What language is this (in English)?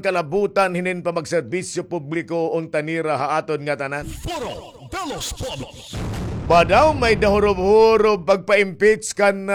Waray